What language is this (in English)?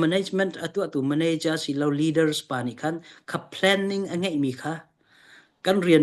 Hakha Chin